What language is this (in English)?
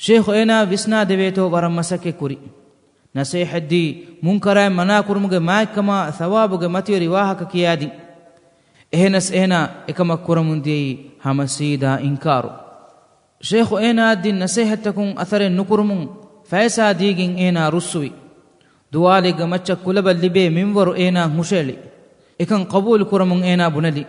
Divehi